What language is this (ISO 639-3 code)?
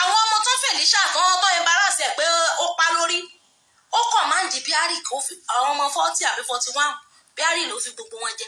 yor